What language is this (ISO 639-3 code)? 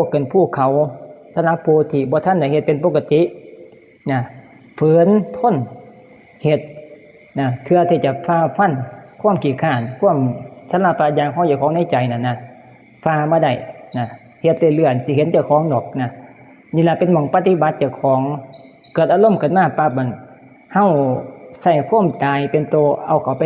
tts